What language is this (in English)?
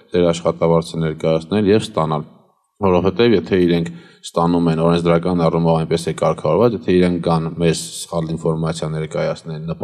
Armenian